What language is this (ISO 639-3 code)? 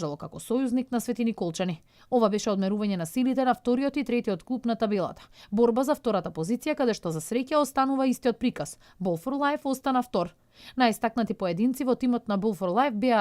mkd